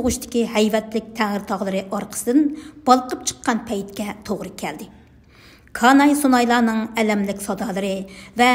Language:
Uyghur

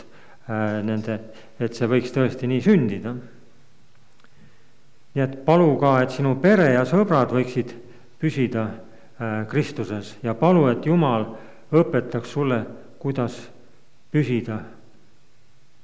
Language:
Estonian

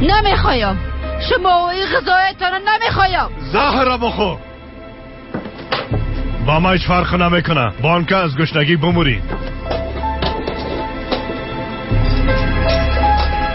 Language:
Tajik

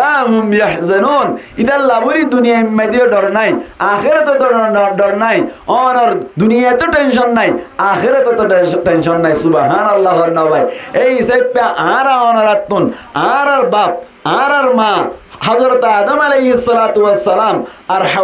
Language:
Rohingya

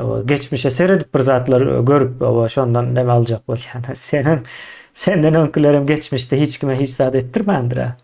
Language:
Turkmen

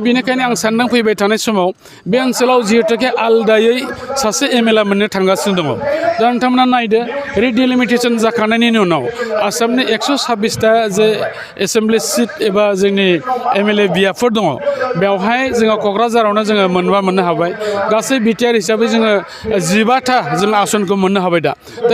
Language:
Bodo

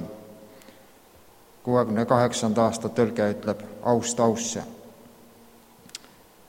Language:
Estonian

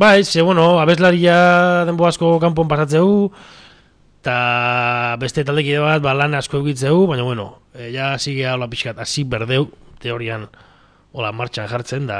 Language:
Basque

